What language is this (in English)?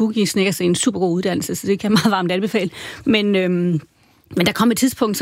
Danish